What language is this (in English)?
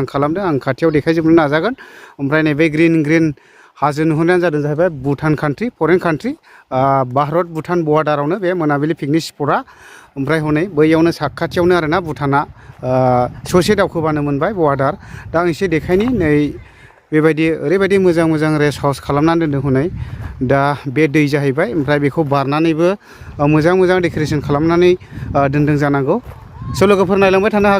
Bodo